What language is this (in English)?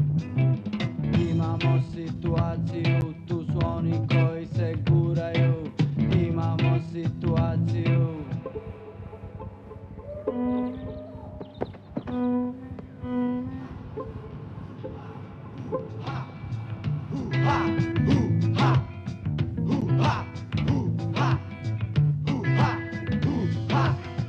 Serbian